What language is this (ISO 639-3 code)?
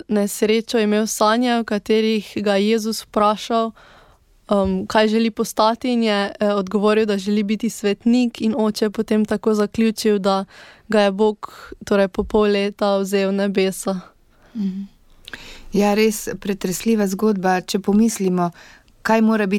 slv